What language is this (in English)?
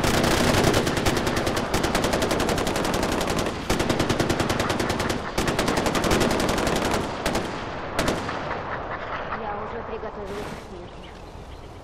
Russian